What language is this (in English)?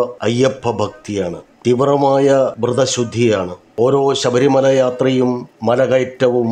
Malayalam